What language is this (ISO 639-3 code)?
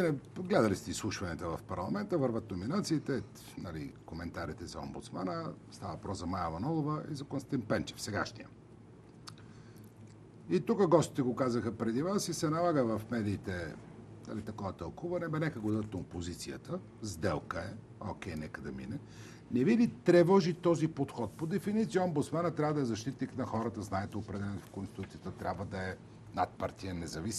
bul